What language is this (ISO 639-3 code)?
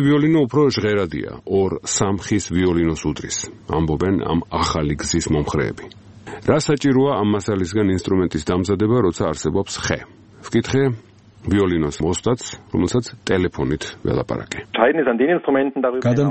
kat